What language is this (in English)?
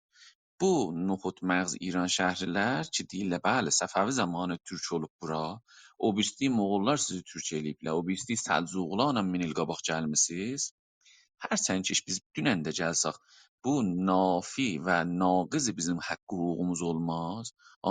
South Azerbaijani